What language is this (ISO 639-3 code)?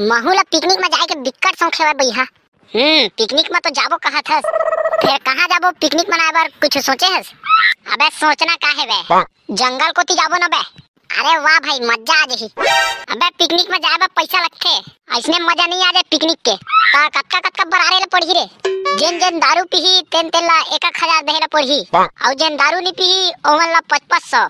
hne